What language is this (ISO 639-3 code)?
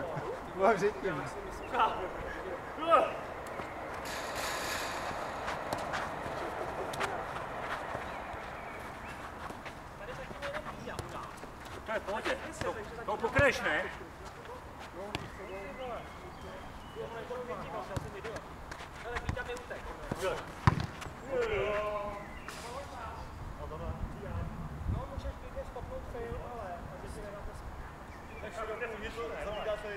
ces